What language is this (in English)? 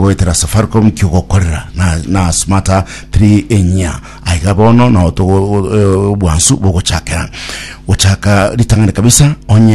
Gusii